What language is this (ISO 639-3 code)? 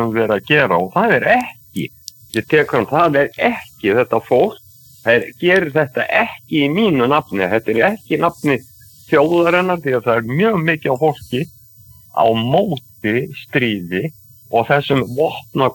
isl